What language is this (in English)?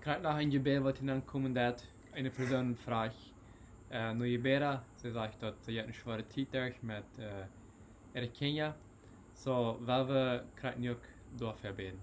Plautdietsch